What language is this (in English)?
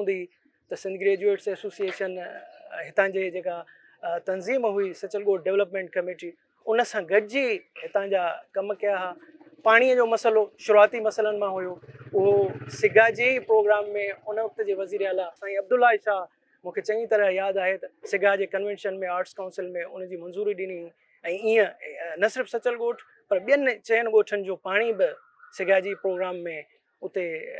Sindhi